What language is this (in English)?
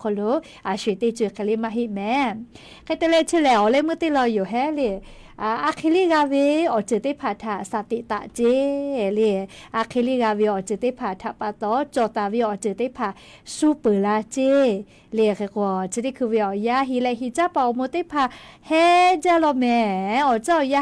Lahu